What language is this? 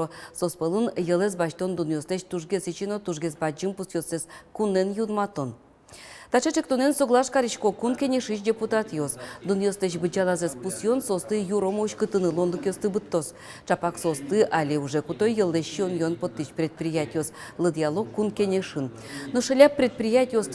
Udmurt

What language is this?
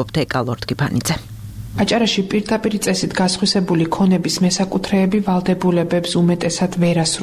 Georgian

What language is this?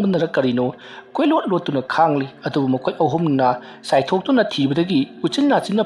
Manipuri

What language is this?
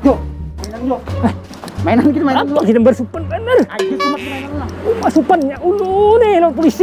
Banjar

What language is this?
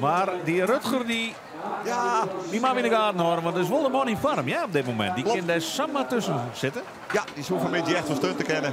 Western Frisian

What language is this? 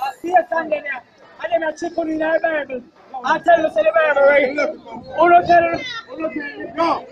Jamaican Creole English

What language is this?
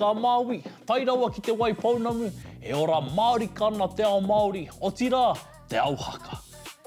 Māori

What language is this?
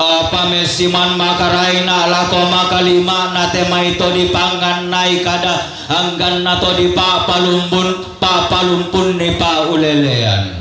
Toraja-Sa'dan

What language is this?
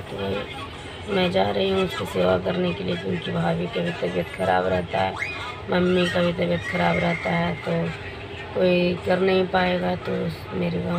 Hindi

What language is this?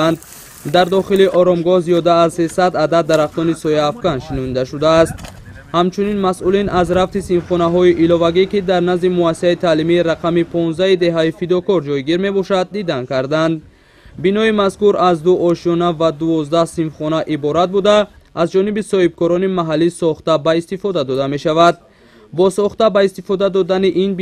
Tajik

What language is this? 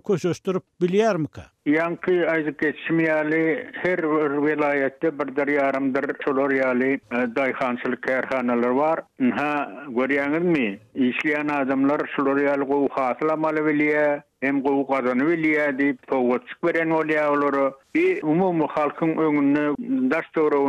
Turkmen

